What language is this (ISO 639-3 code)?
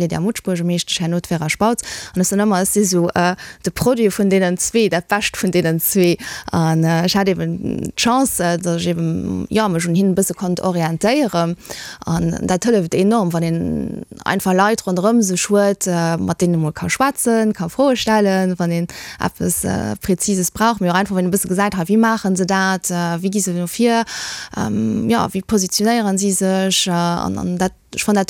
ltz